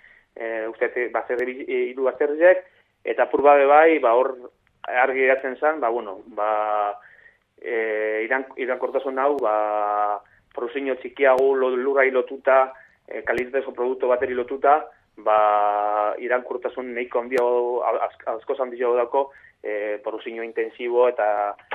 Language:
Basque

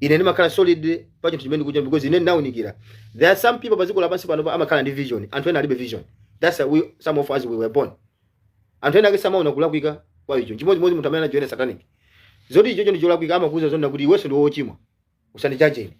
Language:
Nyanja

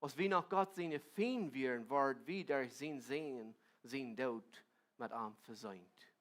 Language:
Plautdietsch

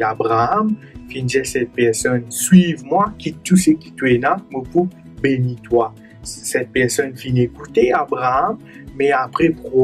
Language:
Morisyen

